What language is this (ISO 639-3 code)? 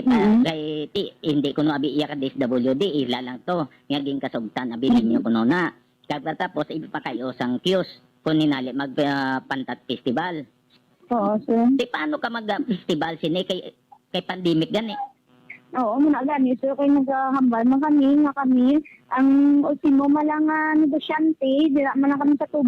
hil